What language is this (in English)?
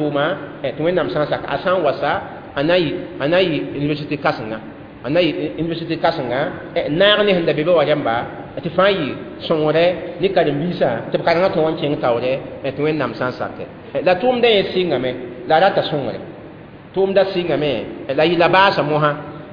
Mossi